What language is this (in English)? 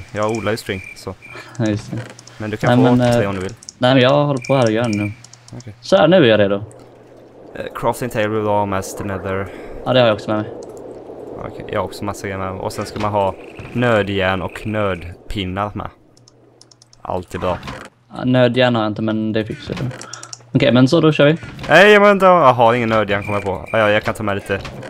Swedish